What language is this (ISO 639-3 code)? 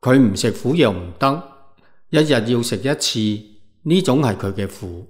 yue